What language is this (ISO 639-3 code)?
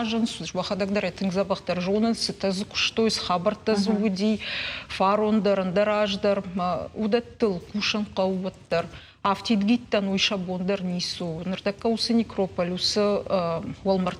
oss